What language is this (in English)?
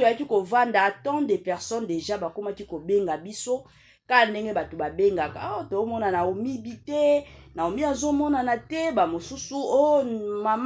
Lingala